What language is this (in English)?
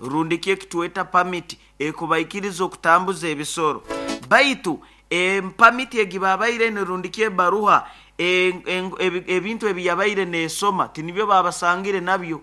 Nyoro